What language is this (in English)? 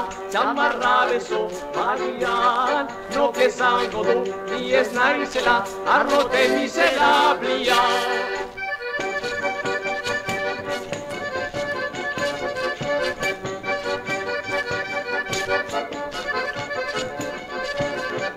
Basque